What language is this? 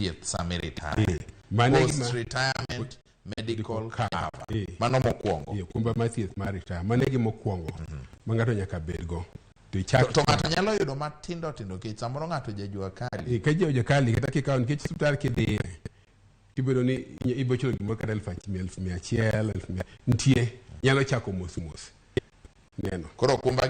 Luo (Kenya and Tanzania)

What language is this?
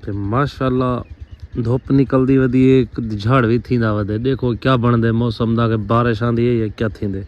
Saraiki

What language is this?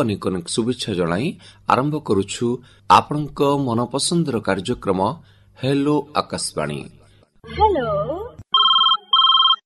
Odia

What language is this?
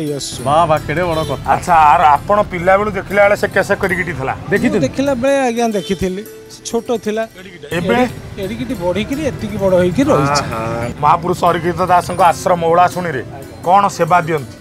Odia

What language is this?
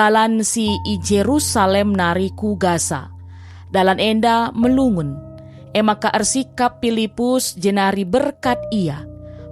Batak Karo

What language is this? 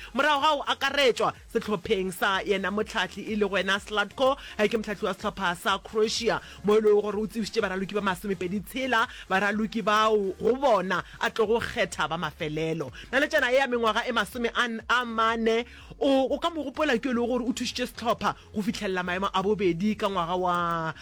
Northern Sotho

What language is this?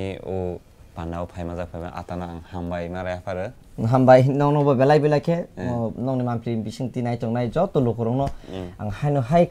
Kok Borok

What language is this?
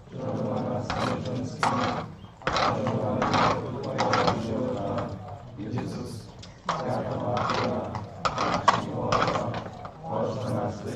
Upper Sorbian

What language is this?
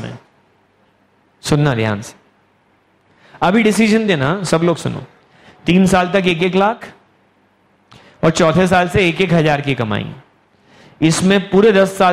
Hindi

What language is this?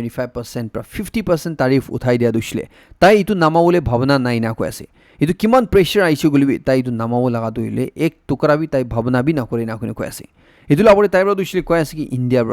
Naga Pidgin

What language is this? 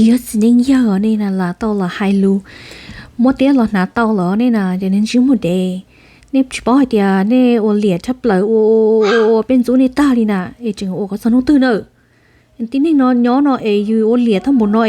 Hmong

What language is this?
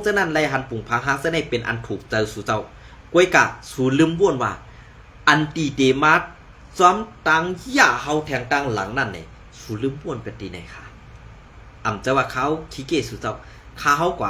Shan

